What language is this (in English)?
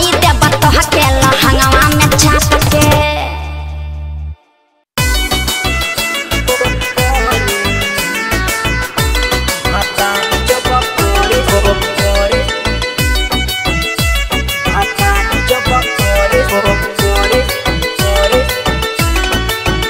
Bhojpuri